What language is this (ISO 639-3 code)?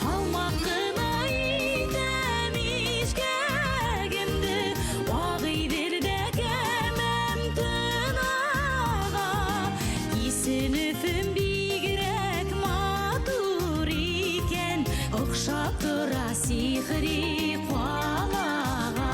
bak